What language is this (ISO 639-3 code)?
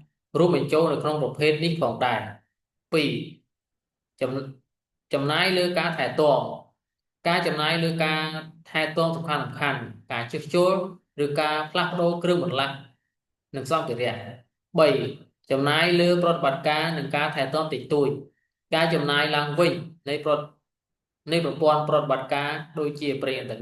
khm